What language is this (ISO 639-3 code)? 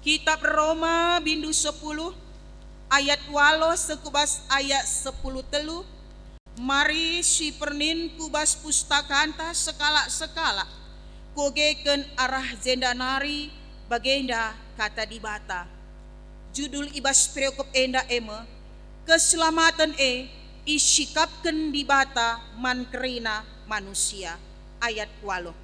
btx